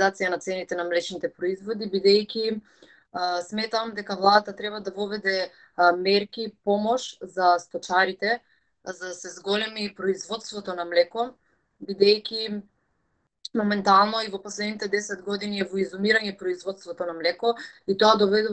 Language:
Macedonian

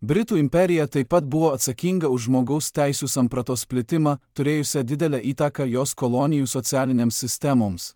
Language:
Lithuanian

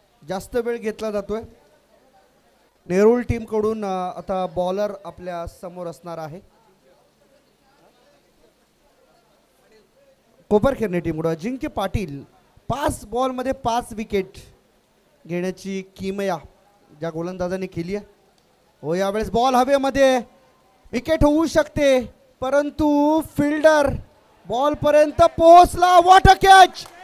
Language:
Marathi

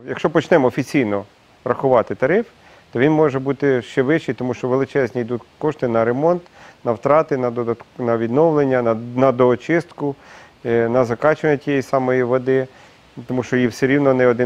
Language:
Ukrainian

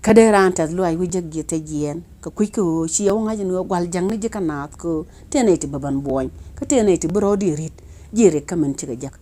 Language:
Nuer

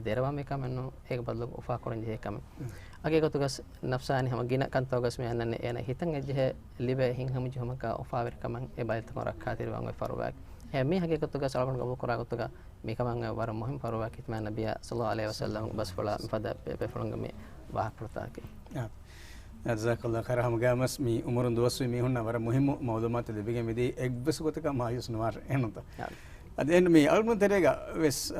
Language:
Divehi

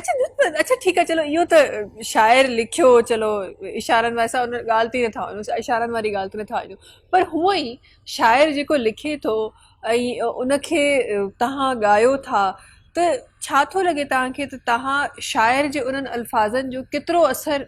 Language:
Sindhi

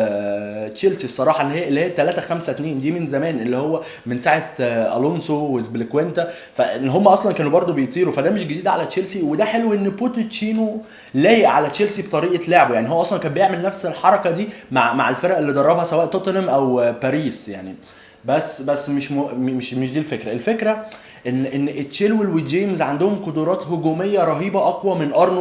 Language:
Egyptian Arabic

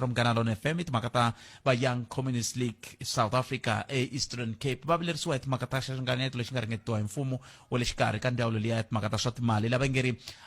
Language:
Tsonga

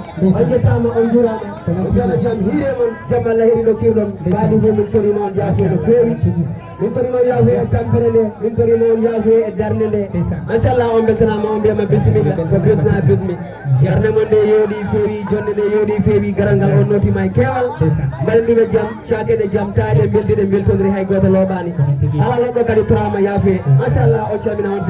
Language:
Fula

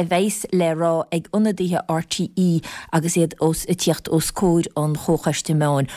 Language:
Irish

